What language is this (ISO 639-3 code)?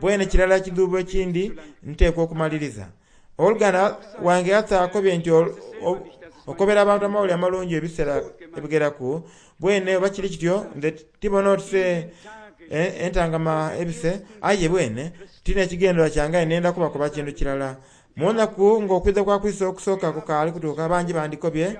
xog